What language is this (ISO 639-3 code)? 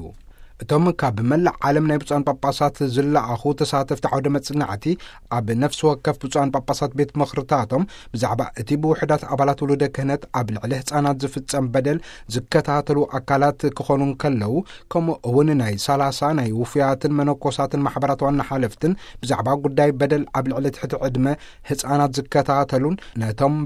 tir